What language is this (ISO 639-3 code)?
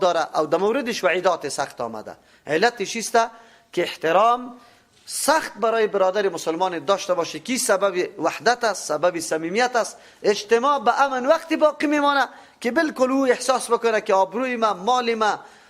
fas